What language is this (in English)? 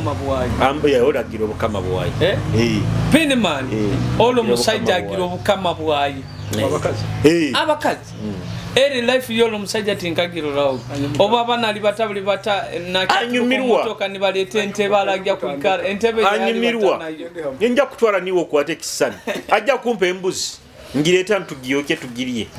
Nyoro